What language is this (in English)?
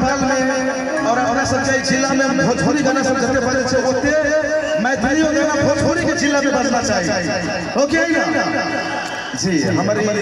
Maithili